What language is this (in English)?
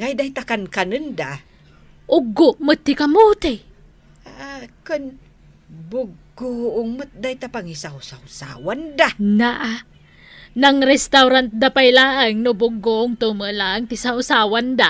Iloko